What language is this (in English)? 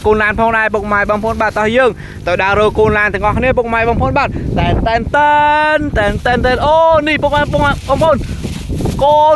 Khmer